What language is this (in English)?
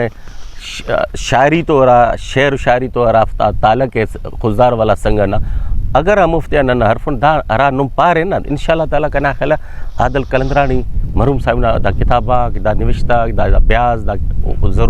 Brahui